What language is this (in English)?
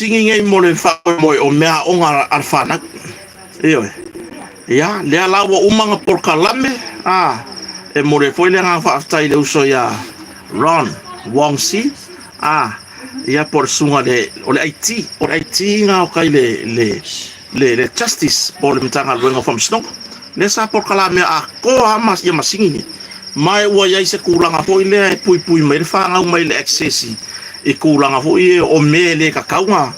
Samoan